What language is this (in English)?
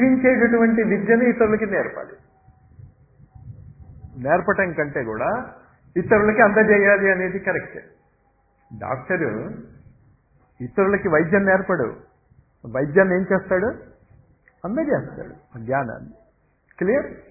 Telugu